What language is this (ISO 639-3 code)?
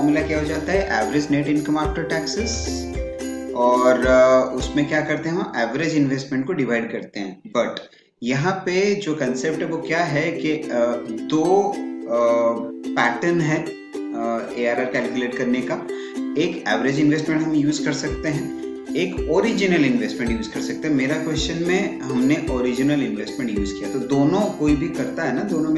hin